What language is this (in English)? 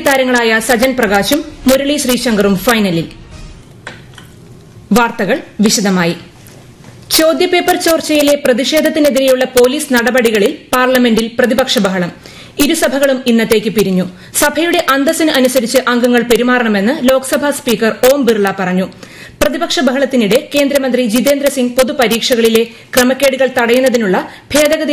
Malayalam